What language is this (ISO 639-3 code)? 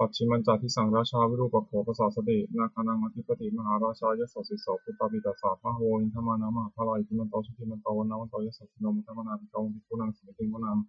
pli